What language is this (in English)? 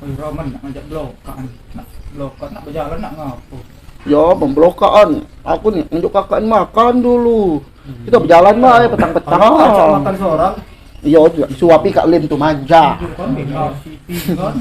Musi